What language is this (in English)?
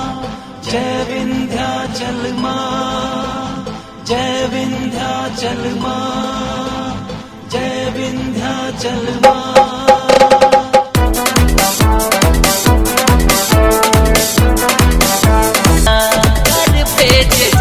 Bhojpuri